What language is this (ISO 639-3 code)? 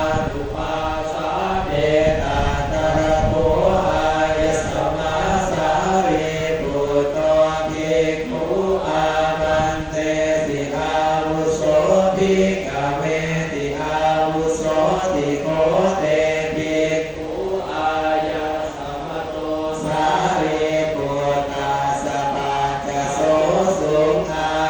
pli